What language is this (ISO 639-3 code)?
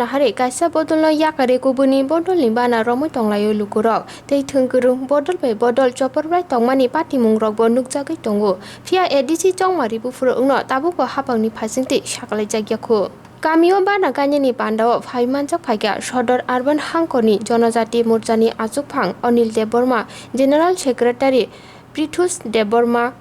trp